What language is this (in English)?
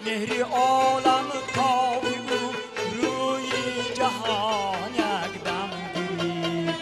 Tajik